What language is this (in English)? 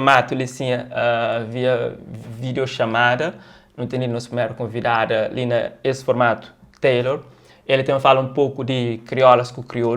Kabuverdianu